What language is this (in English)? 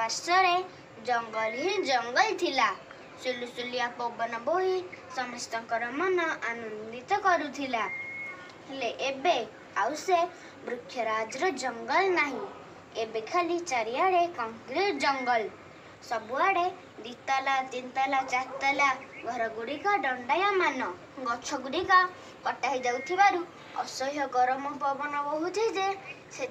Odia